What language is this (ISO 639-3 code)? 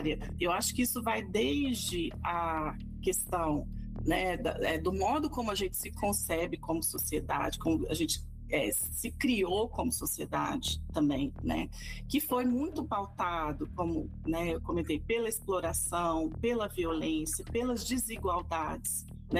por